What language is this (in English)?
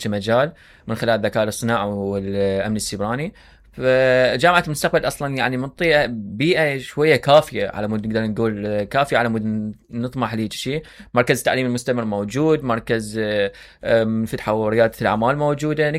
Mesopotamian Arabic